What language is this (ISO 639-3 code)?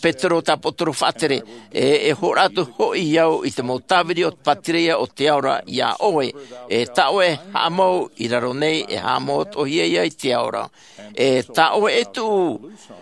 tah